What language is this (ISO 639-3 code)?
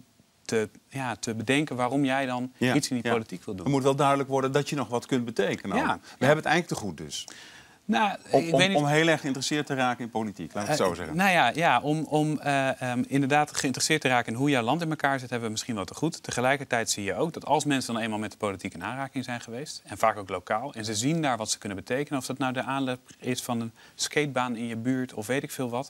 nld